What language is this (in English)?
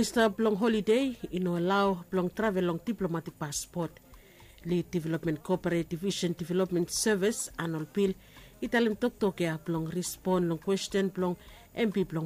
Bislama